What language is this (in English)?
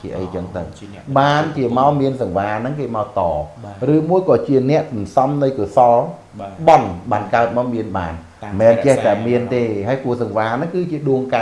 Khmer